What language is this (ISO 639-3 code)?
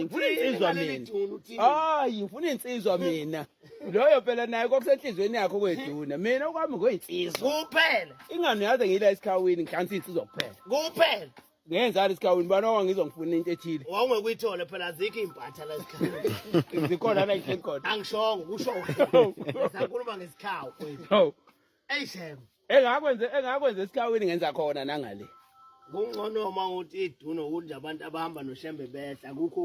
zul